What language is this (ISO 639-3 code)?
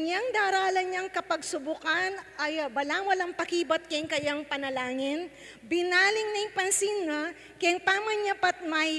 pam